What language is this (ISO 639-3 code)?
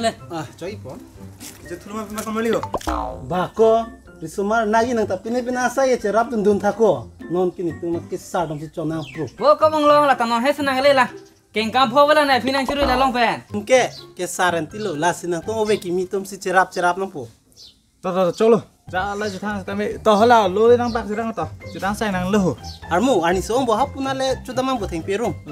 mjw